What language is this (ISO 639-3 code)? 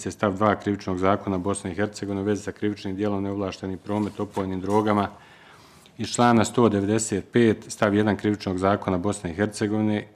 bos